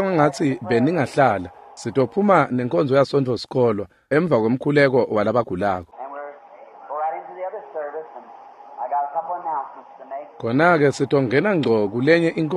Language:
Swati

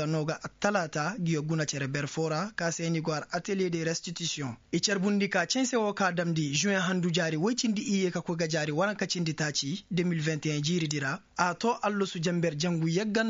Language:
Koyraboro Senni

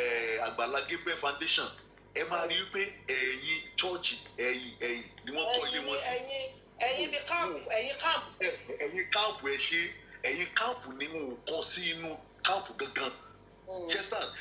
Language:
Yoruba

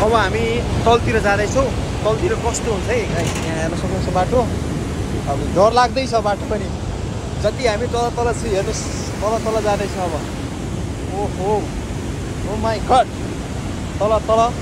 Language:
Nepali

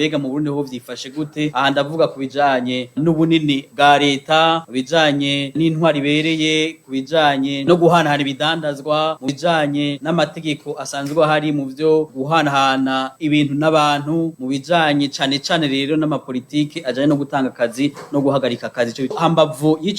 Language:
Rundi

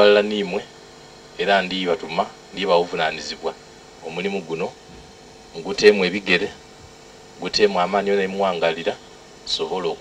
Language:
Soga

